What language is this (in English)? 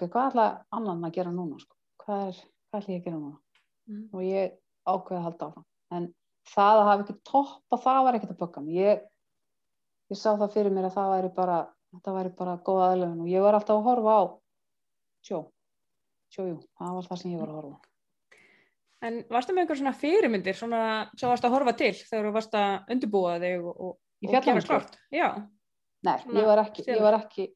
Icelandic